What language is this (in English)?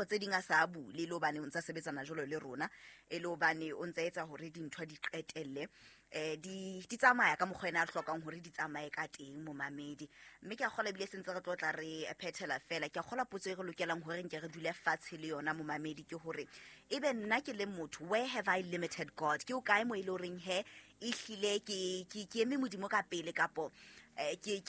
Southern Sotho